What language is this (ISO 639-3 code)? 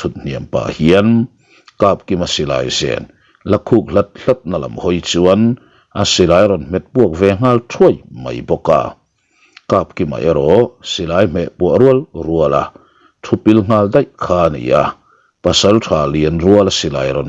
lus